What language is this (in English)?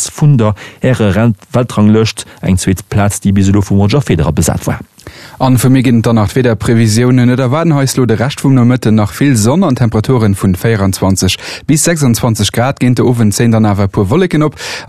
Luxembourgish